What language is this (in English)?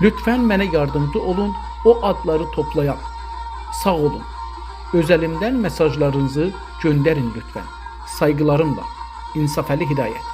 South Azerbaijani